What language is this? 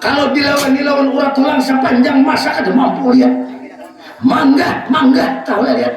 Banjar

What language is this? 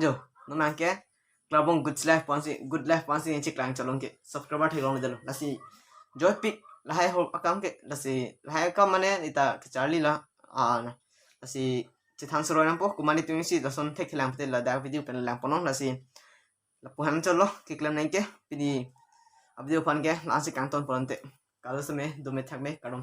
Karbi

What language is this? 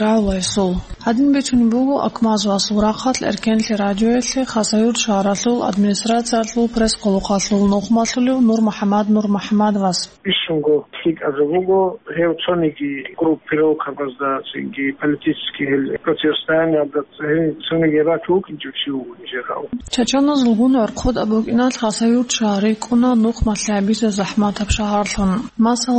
Avaric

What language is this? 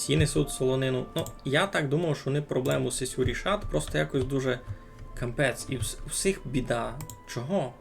Rusyn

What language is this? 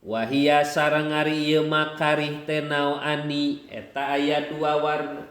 Sundanese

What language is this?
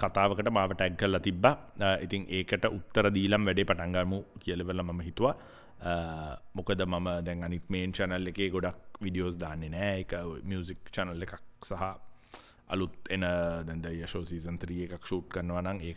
Sinhala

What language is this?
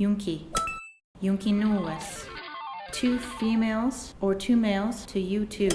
Mohawk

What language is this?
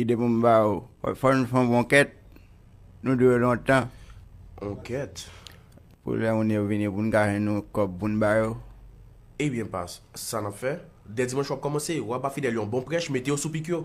Haitian Creole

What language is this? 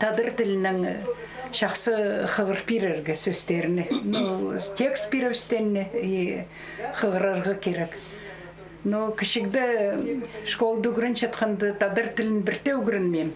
Khakas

